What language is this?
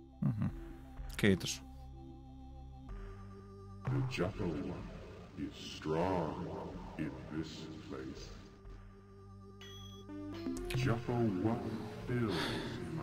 Finnish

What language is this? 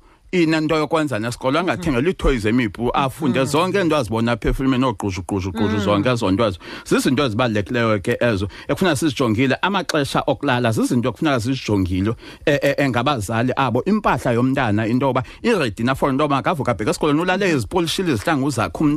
Xhosa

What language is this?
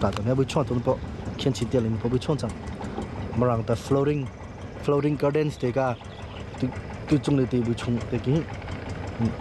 Hakha Chin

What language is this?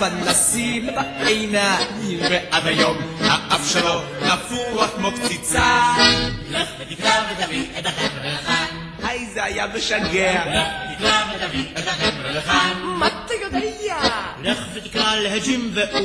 Hebrew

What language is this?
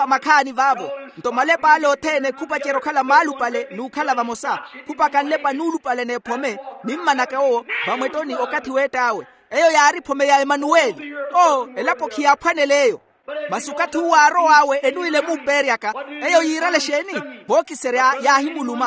Makhuwa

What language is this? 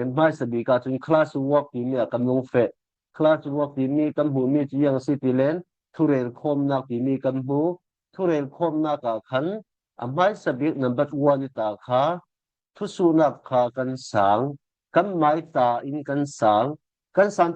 Falam Chin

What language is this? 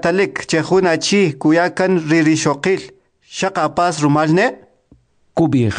Kʼicheʼ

